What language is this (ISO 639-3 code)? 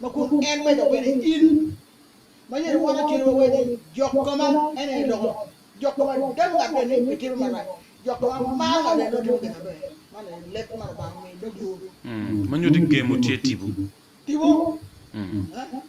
ach